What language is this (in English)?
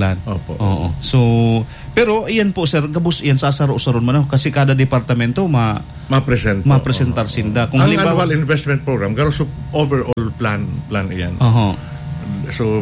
Bikol